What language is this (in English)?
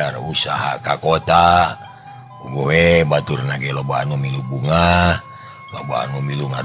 Sundanese